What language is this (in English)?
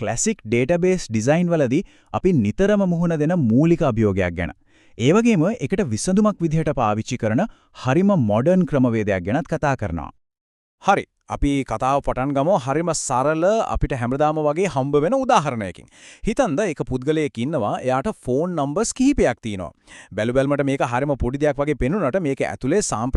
Sinhala